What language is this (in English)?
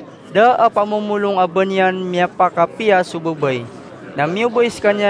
Maranao